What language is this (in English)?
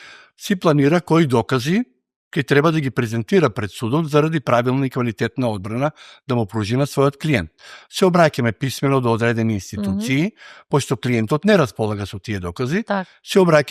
Macedonian